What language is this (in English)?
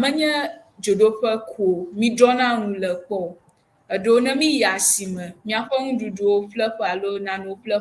Ewe